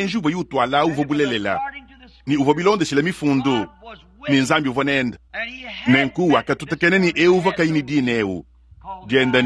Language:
Luba-Lulua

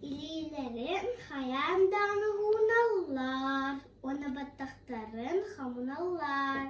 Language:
Yakut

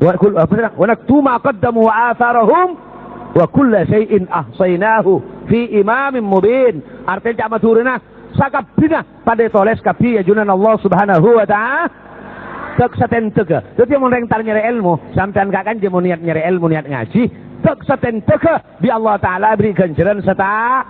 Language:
Madurese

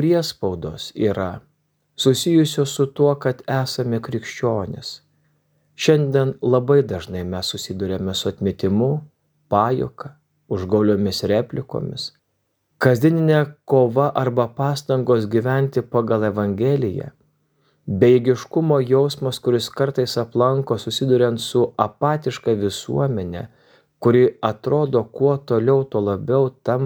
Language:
Lithuanian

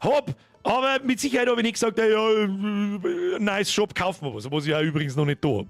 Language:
Bavarian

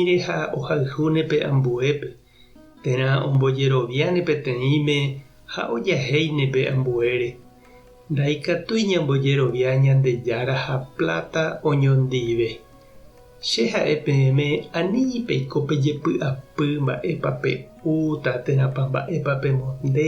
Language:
Guarani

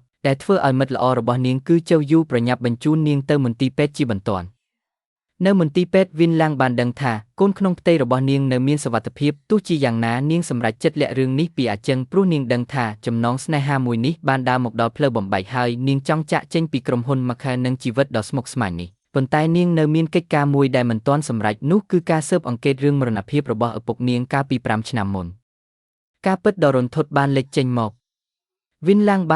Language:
Khmer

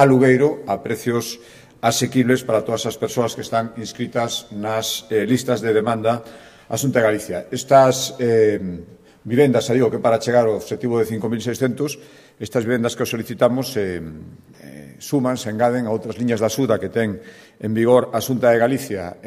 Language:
Galician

